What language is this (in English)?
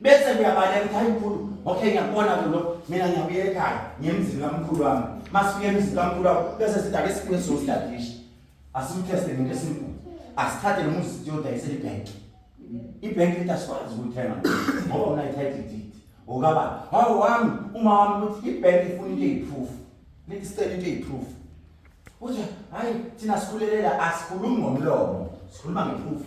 Zulu